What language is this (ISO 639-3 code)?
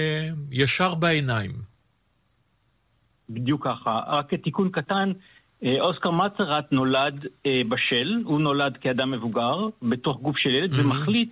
heb